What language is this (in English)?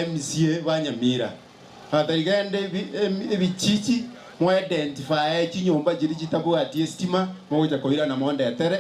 Gusii